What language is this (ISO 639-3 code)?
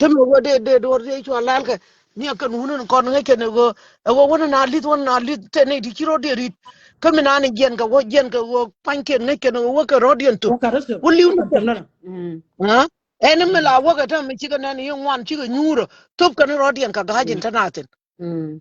nus